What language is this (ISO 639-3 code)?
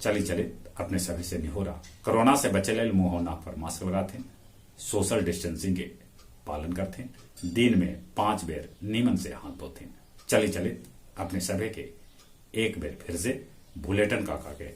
mag